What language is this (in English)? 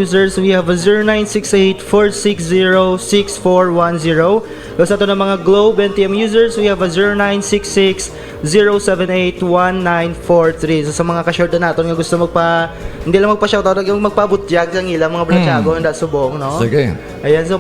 Hiligaynon